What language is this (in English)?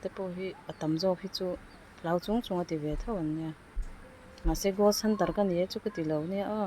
Mizo